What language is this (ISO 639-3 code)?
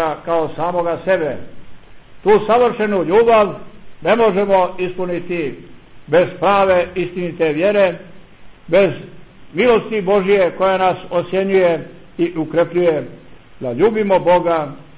hrv